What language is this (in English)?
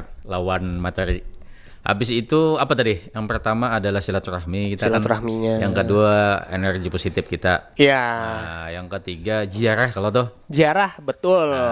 Banjar